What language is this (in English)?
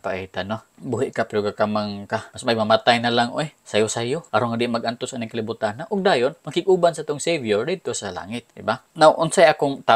Cebuano